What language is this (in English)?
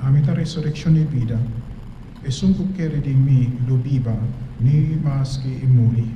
Papiamento